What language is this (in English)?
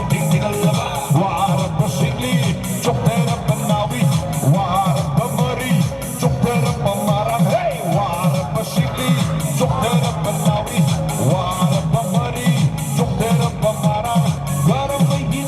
Tangkhul Naga (India)